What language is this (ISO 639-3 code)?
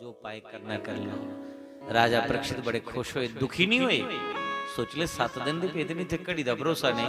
doi